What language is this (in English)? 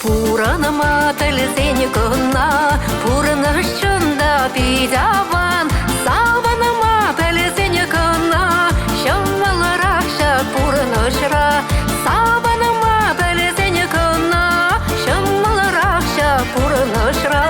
Chuvash